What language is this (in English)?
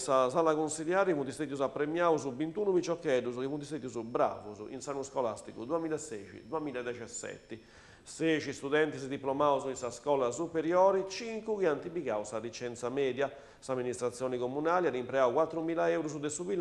Sardinian